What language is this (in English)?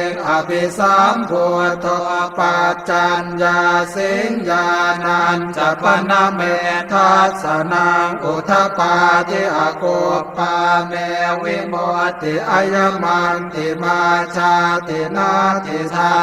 Pali